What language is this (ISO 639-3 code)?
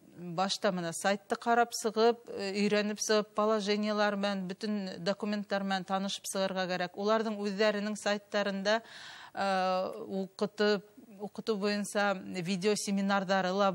bak